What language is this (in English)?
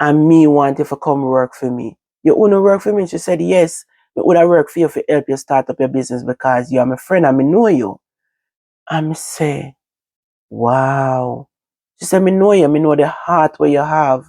Jamaican Creole English